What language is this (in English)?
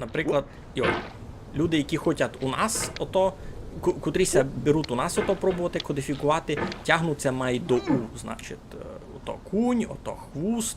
Rusyn